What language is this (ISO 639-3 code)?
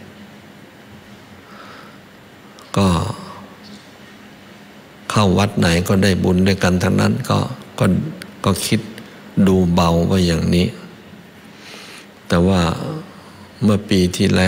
tha